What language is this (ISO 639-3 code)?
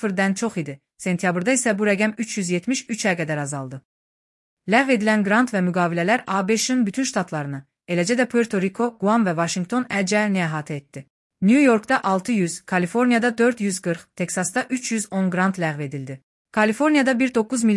aze